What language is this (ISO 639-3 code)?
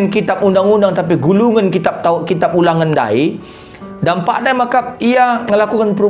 btx